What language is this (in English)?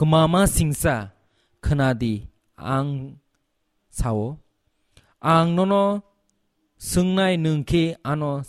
Kok Borok